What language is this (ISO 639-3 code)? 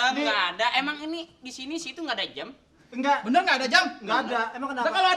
bew